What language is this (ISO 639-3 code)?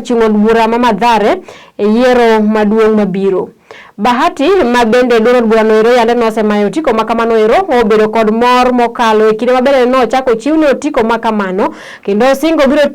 luo